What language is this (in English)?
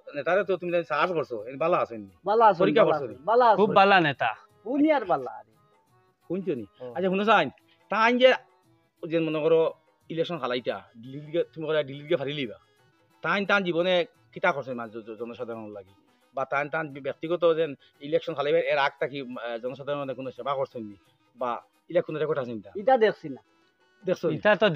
Sylheti